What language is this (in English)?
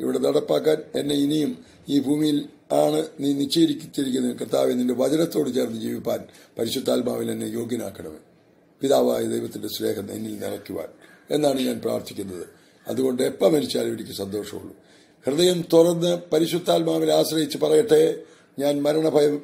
Malayalam